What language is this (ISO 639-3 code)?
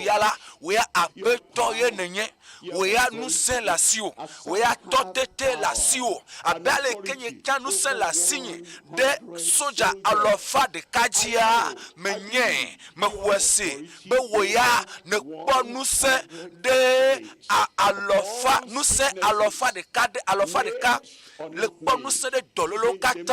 ewe